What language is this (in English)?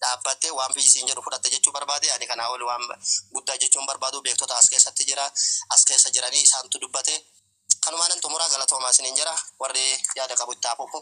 Oromo